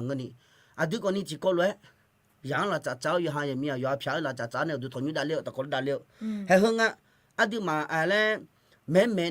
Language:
Akha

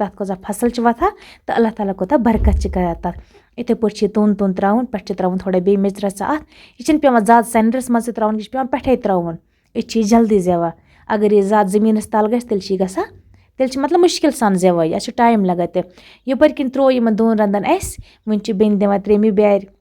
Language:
Kashmiri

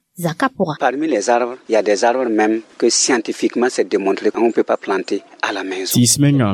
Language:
Mossi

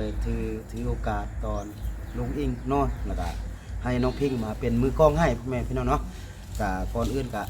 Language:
Lao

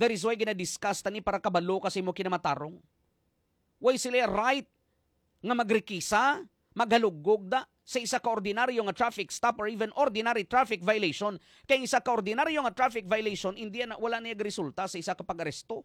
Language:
Hiligaynon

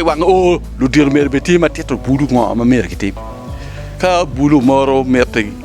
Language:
Acoli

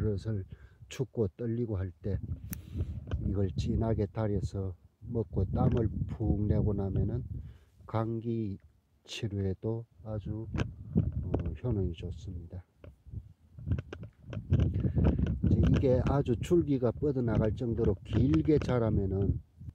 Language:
Korean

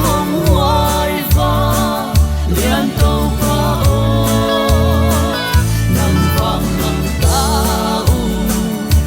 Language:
Paite Chin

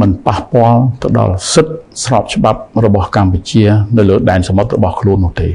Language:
Khmer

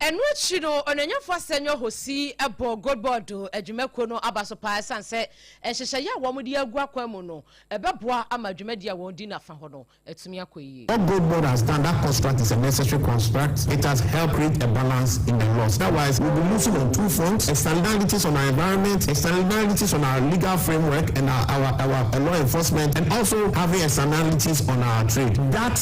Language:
Akan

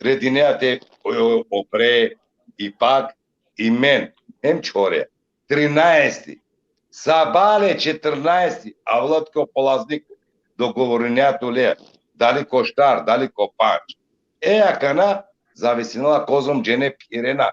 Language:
Balkan Romani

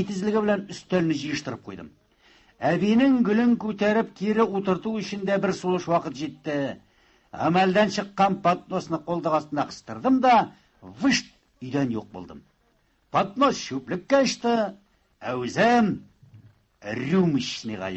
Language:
Tatar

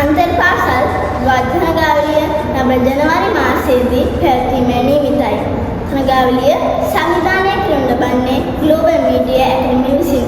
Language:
Sinhala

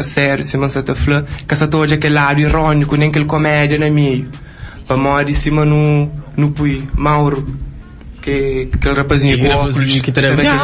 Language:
Kabuverdianu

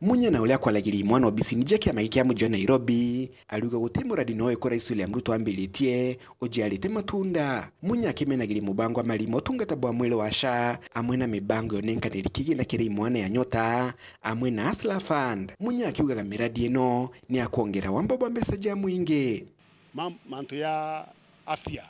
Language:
Meru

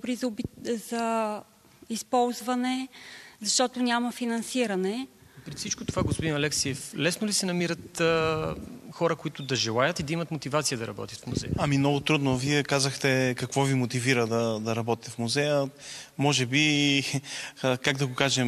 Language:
Bulgarian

